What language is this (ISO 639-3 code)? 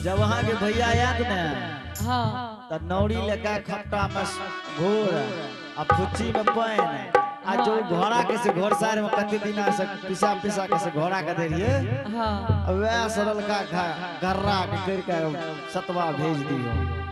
anp